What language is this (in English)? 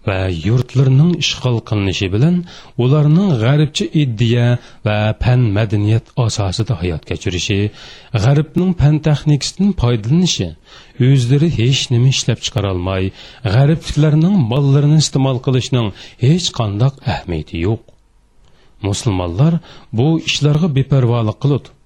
Uyghur